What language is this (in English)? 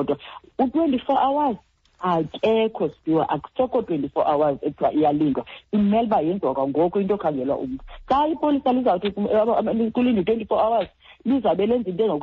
Xhosa